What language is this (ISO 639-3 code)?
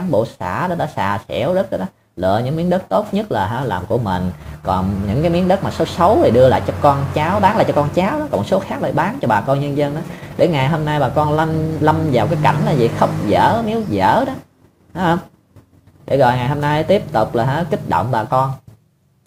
vie